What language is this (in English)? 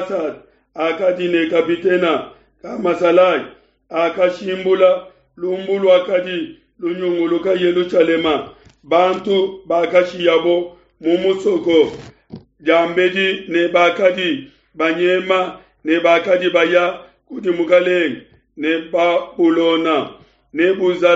Luba-Lulua